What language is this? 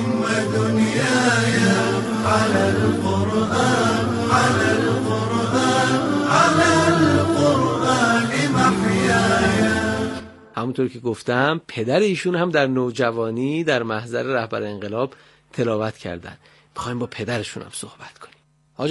Persian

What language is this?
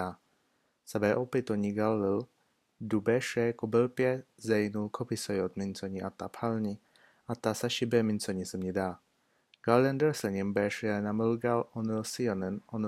Slovenian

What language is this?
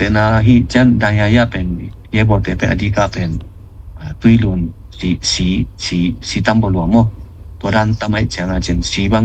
Tedim Chin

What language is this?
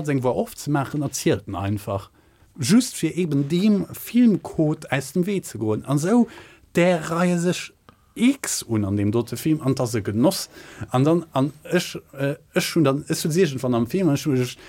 Luxembourgish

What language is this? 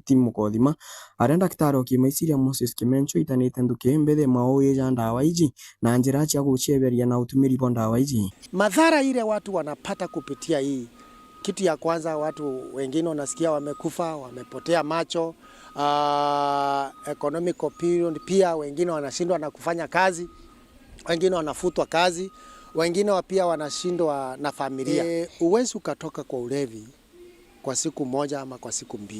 Meru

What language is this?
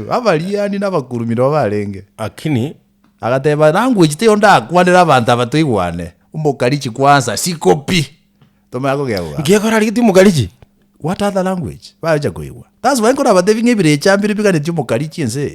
Gusii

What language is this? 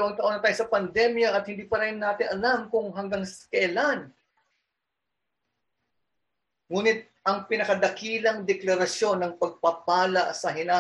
Filipino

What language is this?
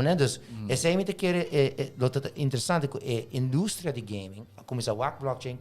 Papiamento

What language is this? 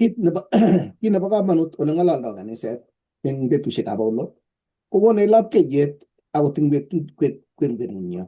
Kalenjin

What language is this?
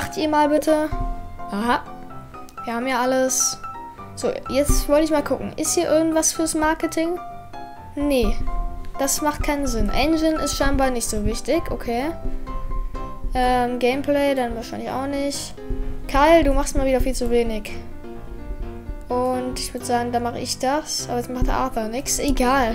German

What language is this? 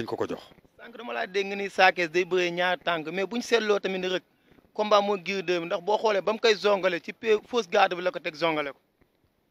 Wolof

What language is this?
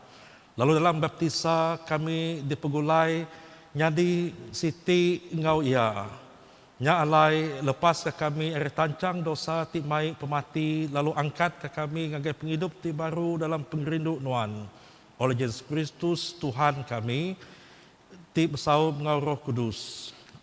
Iban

